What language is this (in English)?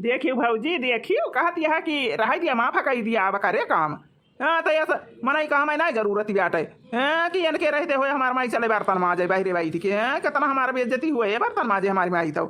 Awadhi